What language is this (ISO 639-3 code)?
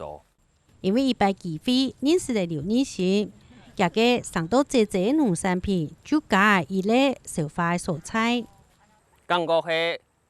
hak